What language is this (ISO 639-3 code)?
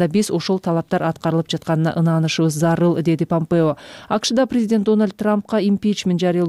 kir